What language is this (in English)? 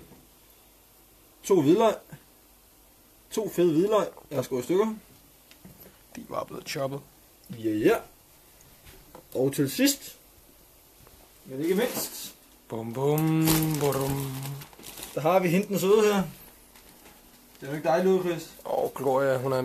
Danish